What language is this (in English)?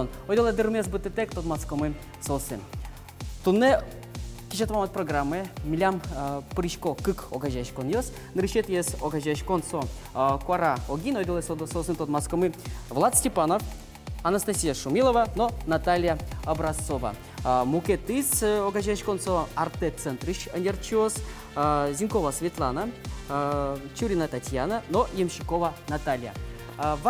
Udmurt